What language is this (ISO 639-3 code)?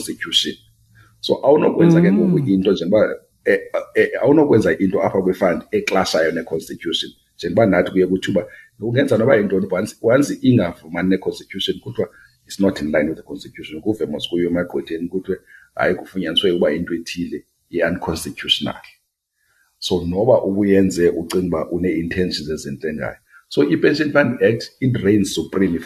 xho